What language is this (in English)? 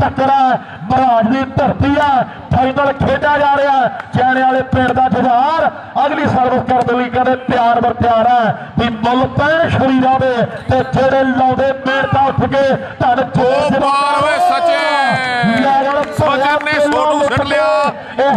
Punjabi